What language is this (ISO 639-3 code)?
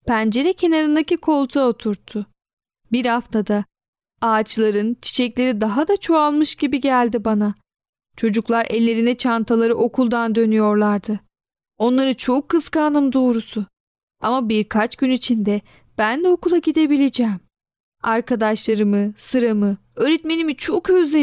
tur